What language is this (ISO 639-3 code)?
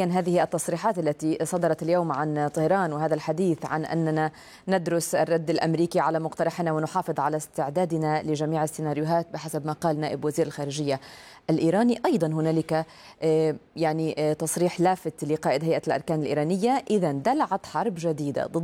ara